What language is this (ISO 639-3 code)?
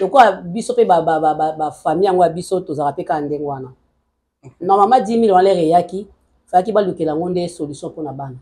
lin